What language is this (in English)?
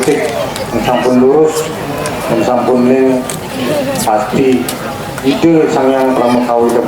Balinese